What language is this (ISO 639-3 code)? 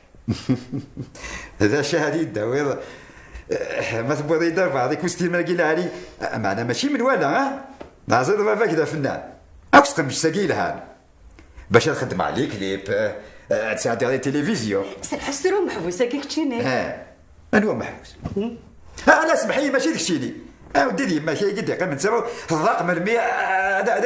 kab